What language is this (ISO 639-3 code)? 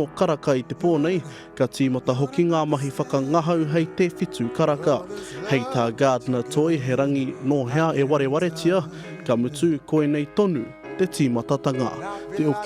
mri